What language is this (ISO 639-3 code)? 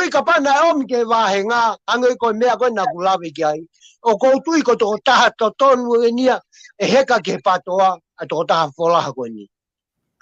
ton